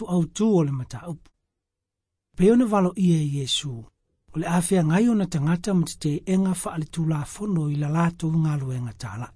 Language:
Samoan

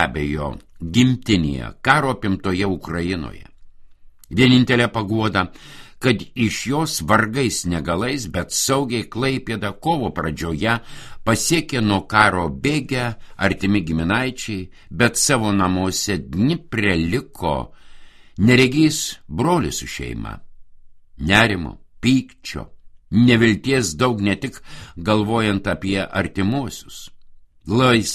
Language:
Lithuanian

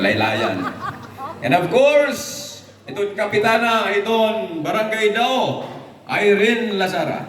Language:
Waray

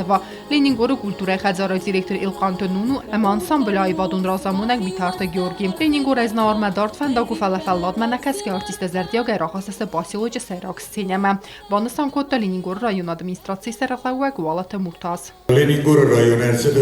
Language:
Ossetic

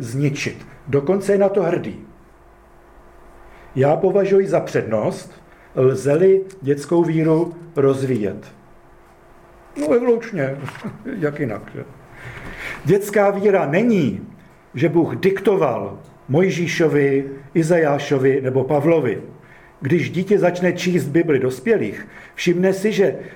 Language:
Czech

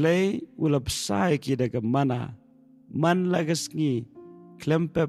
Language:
Khasi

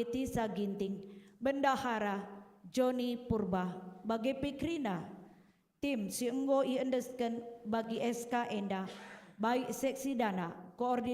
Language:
Batak Karo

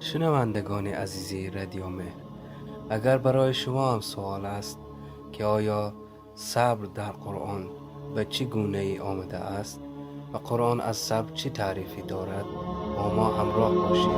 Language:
Tajik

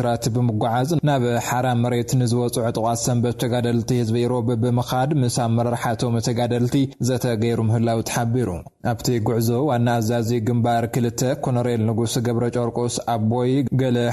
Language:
Tigrinya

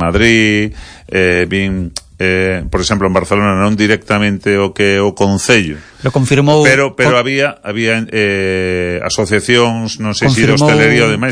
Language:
Galician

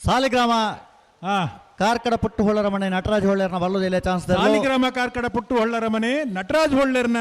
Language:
Tulu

